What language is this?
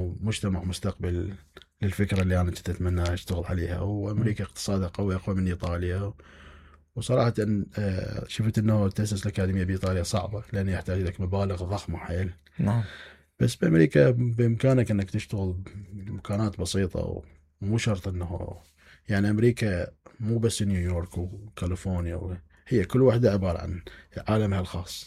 Mesopotamian Arabic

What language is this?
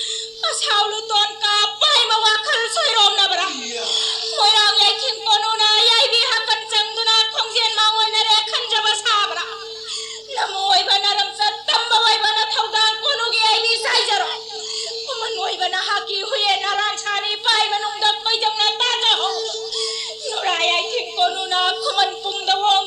Manipuri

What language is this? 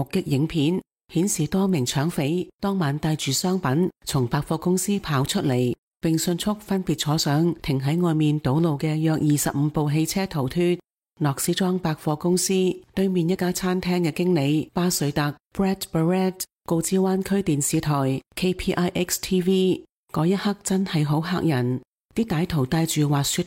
Cantonese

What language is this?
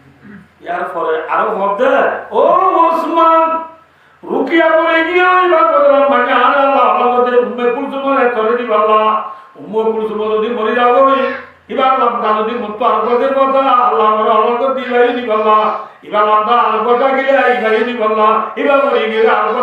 Rohingya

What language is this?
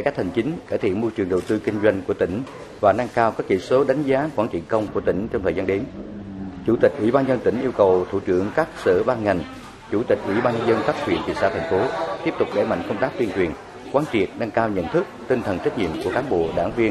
Vietnamese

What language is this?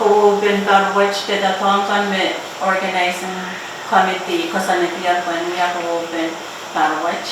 Pohnpeian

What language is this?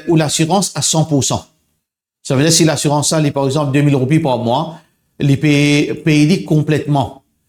Morisyen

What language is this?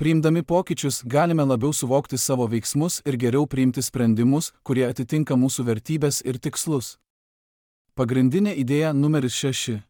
Lithuanian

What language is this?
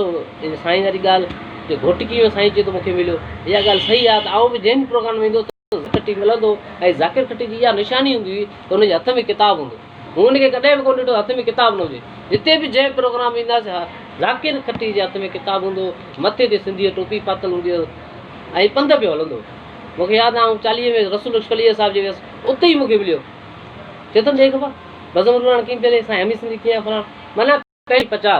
Sindhi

